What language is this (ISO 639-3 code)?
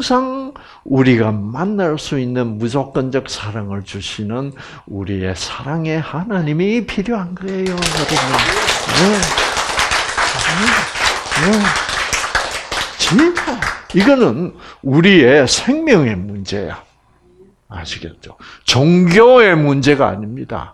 kor